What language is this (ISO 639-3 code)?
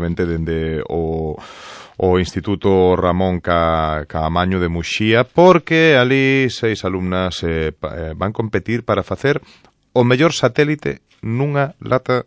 glg